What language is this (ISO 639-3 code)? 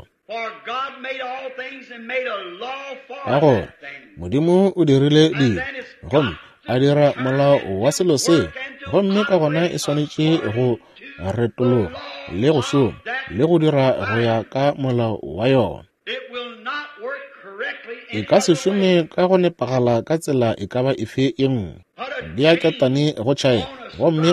nso